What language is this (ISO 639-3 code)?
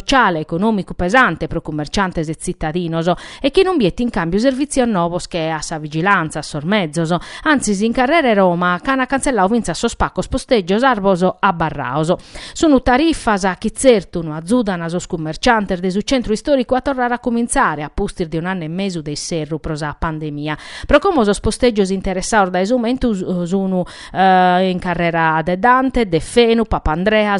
srd